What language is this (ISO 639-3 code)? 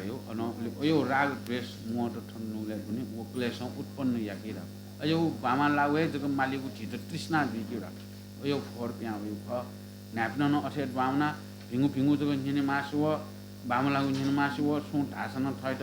new